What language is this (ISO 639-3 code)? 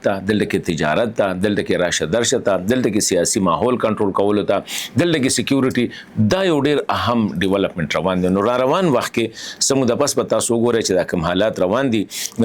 pus